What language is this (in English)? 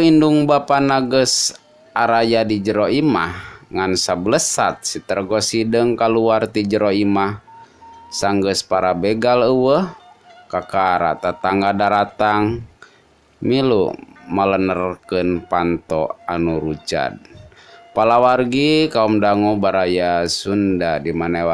Sundanese